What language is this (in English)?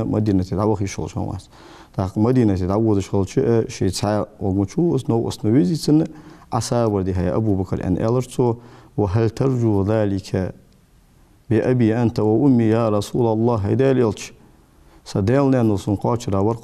Ingush